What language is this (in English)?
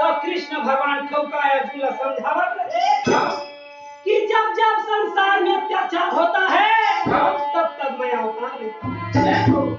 Chhattisgarhi